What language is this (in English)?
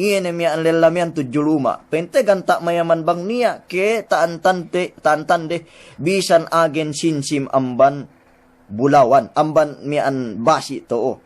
Yakan